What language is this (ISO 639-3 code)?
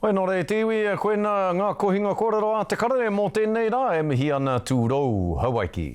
mri